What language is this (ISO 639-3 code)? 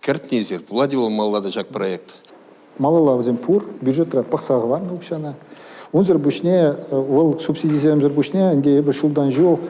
chv